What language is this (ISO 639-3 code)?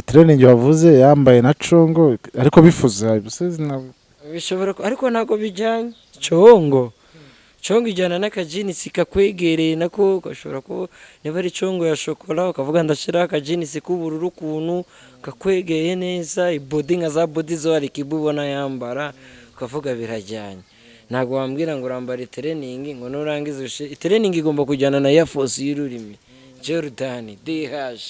kin